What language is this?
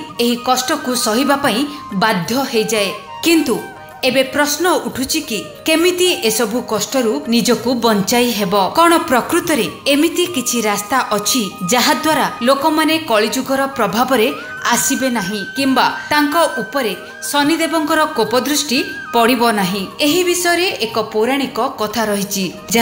Odia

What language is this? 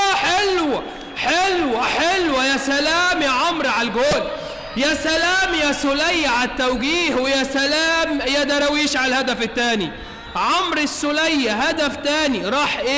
Egyptian Arabic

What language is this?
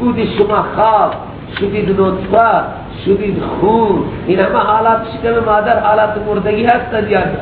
Persian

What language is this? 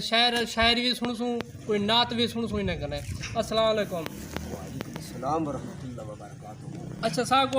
Saraiki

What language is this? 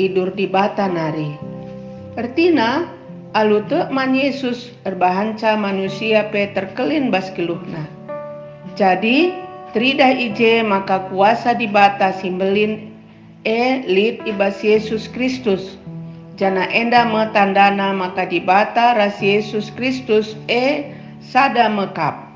Batak Karo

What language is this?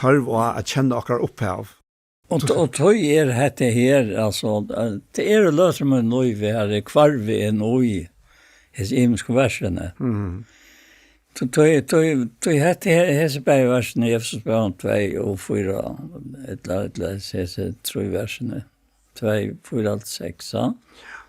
Faroese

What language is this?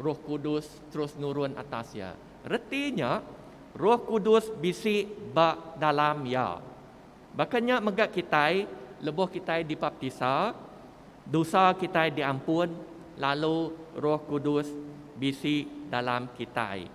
Iban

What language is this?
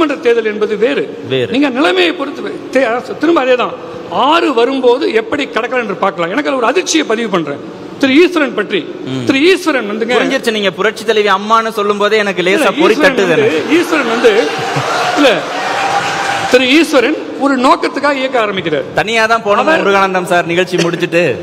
Tamil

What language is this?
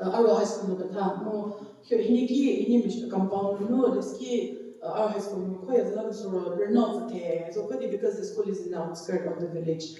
Angami Naga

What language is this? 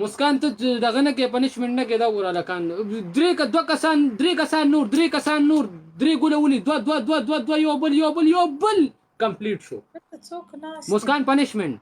Pashto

